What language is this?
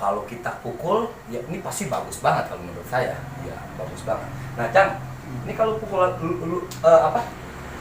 Betawi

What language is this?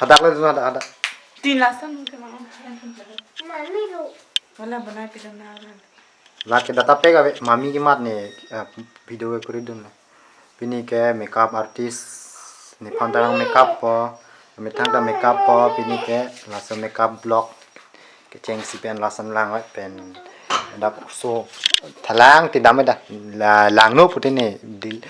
Karbi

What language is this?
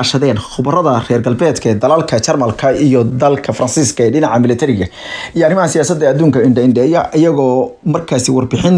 Somali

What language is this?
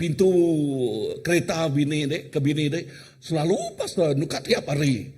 Iban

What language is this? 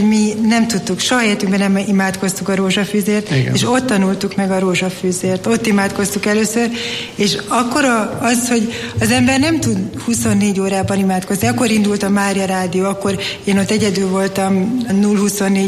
Hungarian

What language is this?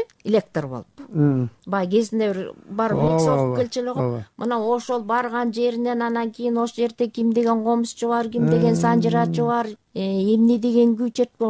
Kyrgyz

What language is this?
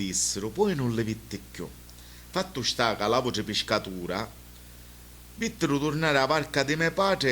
Sicilian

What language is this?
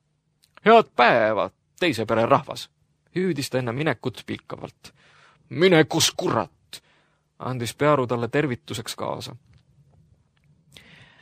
Estonian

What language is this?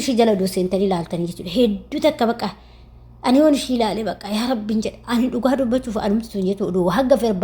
Oromo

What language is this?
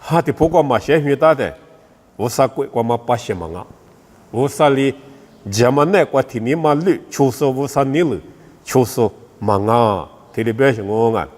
Lisu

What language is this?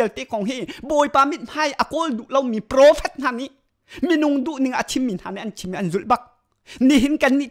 Hakha Chin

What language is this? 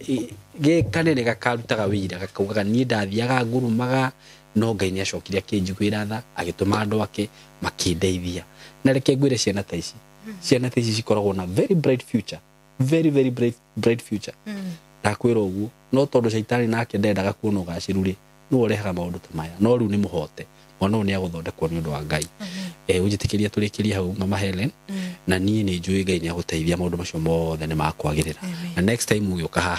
Kikuyu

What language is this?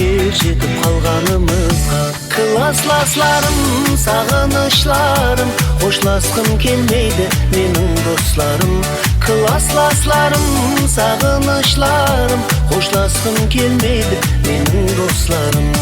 Kara-Kalpak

